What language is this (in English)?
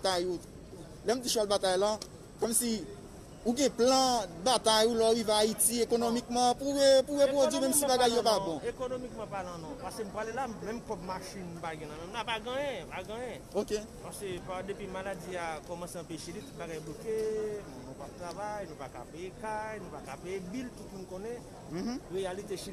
Haitian Creole